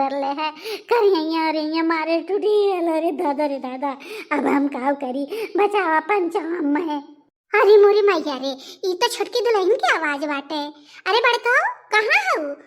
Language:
Bhojpuri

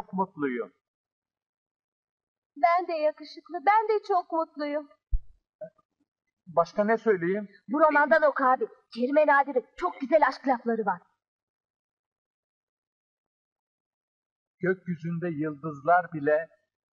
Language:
Turkish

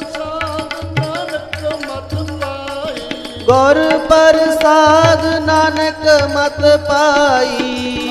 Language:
Punjabi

